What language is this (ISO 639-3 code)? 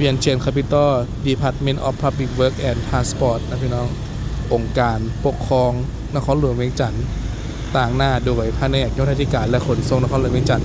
lao